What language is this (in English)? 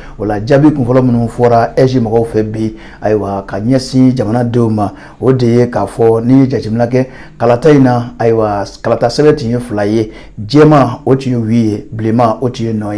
Bambara